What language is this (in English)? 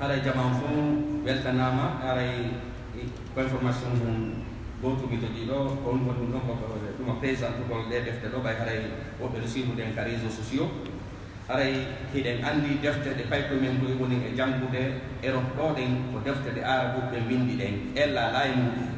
Fula